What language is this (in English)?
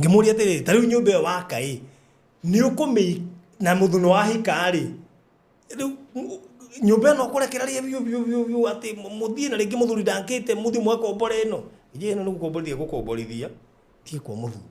Kikuyu